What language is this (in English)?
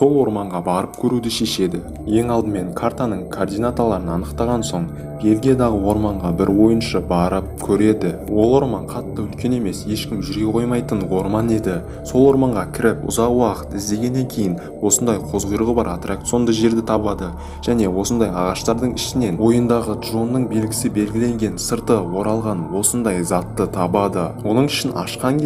Kazakh